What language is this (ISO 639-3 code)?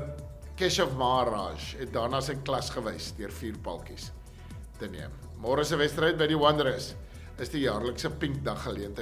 afr